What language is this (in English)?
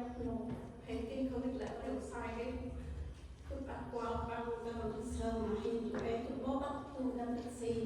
Central Mnong